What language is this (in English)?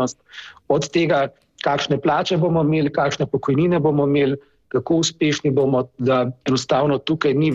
Slovenian